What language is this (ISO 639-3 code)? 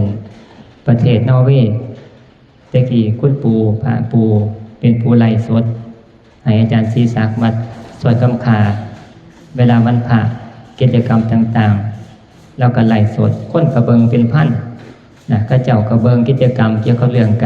tts